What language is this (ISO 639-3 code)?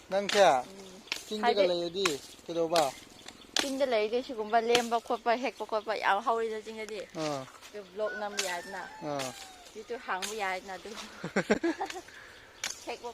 mni